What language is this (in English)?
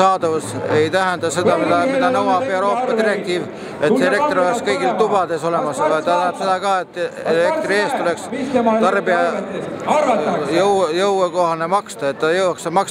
Estonian